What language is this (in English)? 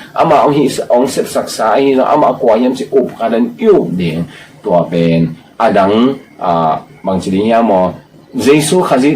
Tedim Chin